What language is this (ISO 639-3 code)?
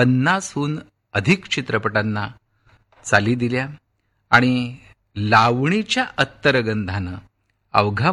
mar